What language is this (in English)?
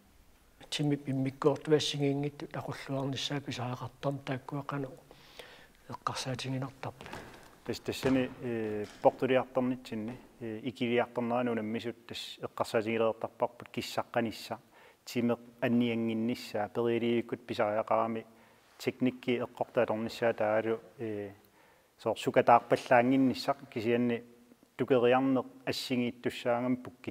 Kalaallisut